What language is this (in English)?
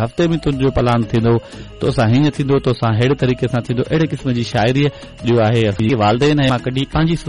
Sindhi